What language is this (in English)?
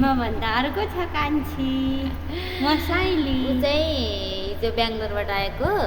Nepali